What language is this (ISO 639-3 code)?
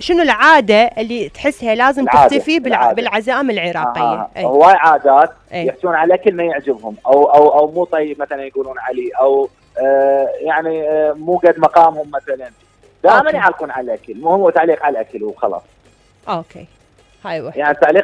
acm